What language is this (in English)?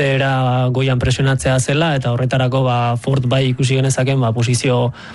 Basque